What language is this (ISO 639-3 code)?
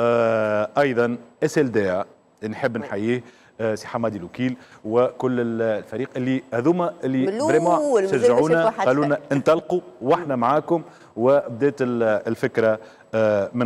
aeb